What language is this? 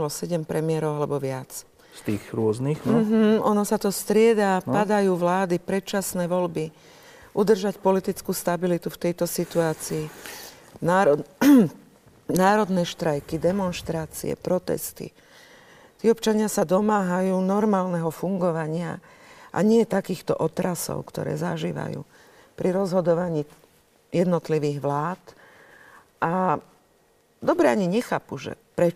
Slovak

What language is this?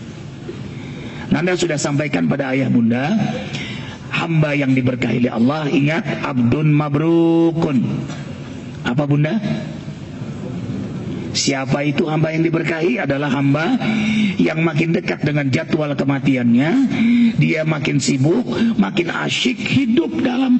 Indonesian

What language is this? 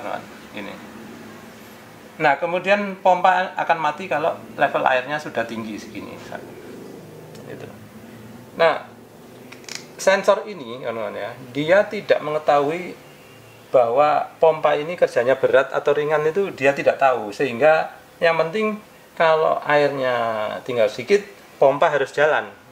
Indonesian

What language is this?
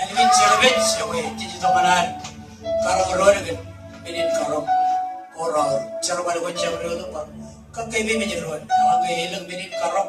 Marshallese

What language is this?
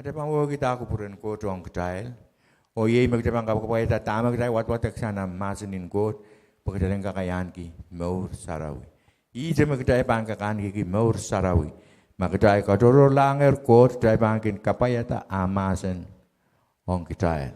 Pohnpeian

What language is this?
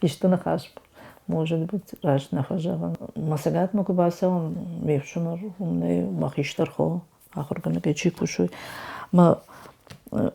Ossetic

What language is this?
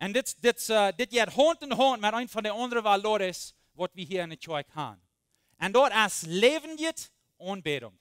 Plautdietsch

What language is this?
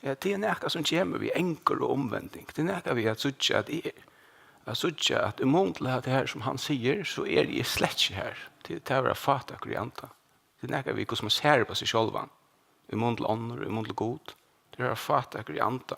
Faroese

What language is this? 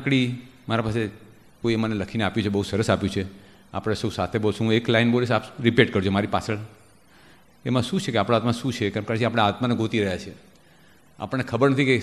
Gujarati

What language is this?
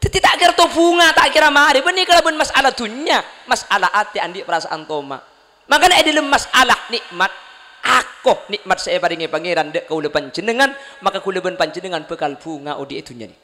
Madurese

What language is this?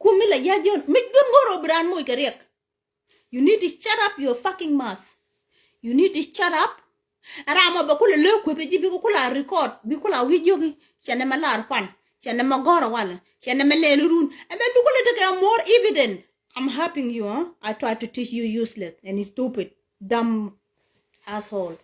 Nuer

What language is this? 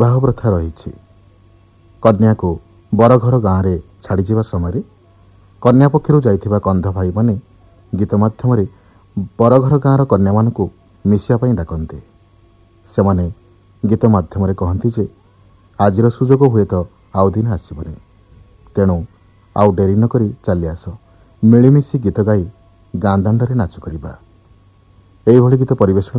Odia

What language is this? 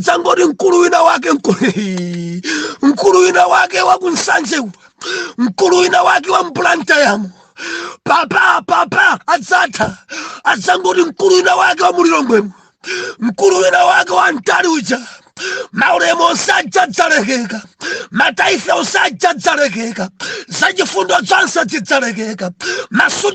Nyanja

